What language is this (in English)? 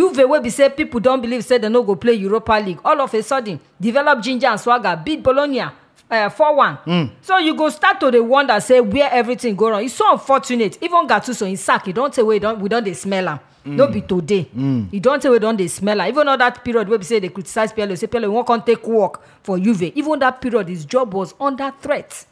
Nigerian Pidgin